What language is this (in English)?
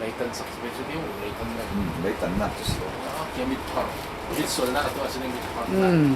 Falam Chin